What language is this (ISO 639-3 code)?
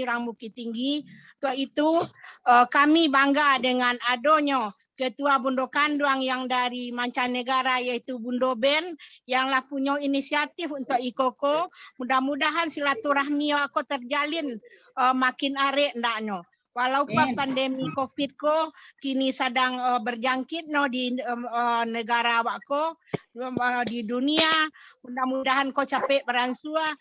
min